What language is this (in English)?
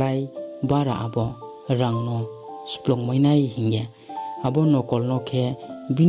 Riang (India)